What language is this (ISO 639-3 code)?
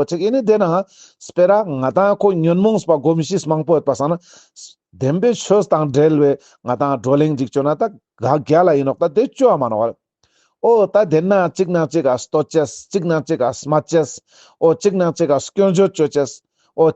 lbj